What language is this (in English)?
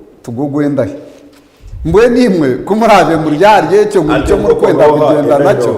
Nyankole